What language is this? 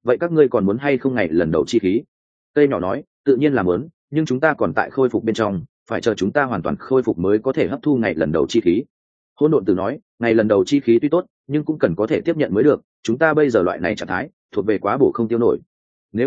Vietnamese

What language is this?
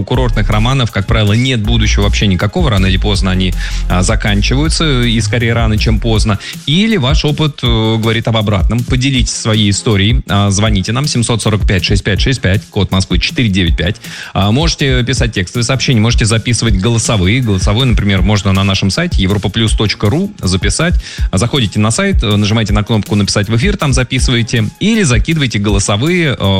Russian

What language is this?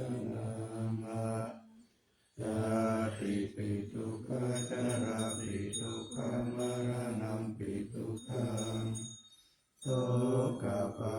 Pali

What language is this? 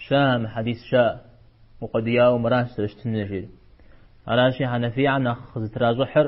Kabardian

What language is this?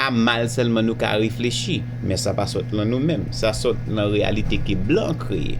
Haitian Creole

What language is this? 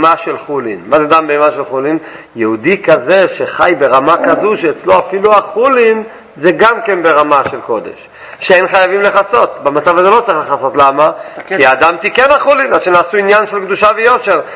Hebrew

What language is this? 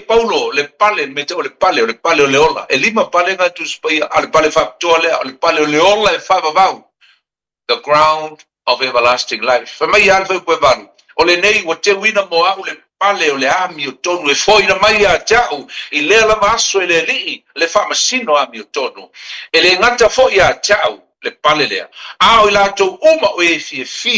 Samoan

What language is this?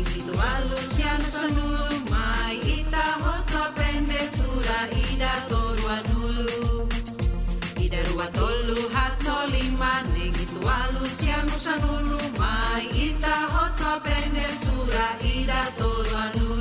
Tetum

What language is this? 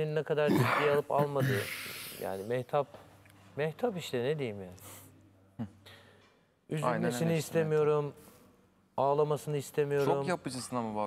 Turkish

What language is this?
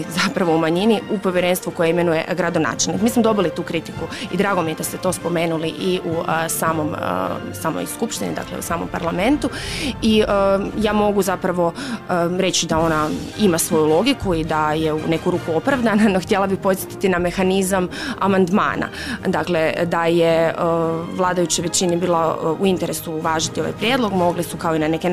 Croatian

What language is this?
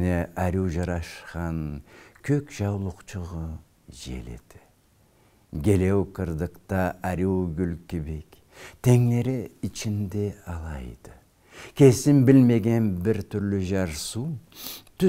Karachay-Balkar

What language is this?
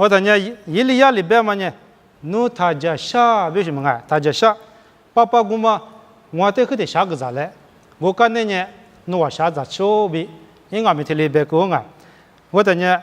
Lisu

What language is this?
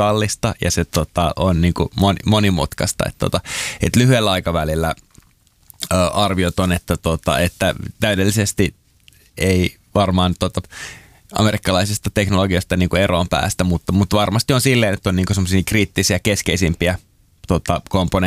Finnish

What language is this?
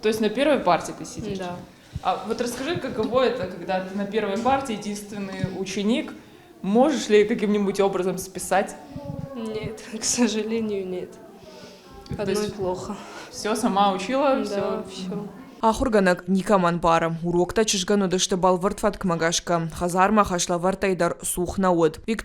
Ossetic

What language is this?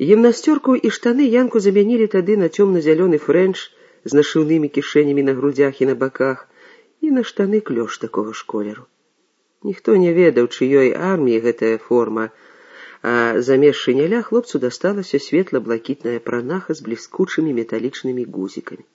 Belarusian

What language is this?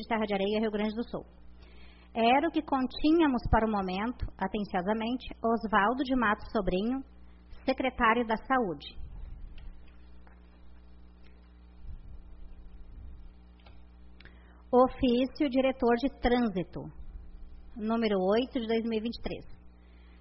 Portuguese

